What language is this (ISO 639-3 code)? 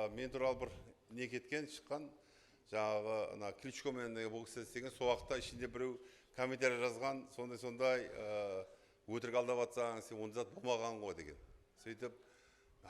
kaa